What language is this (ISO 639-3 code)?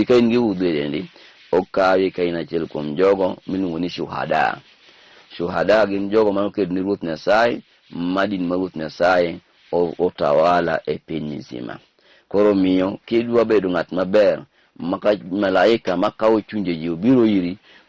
luo